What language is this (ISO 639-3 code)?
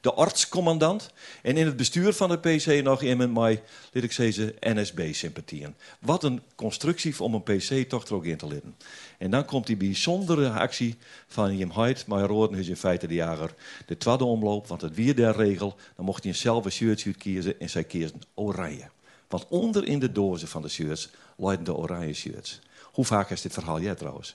fry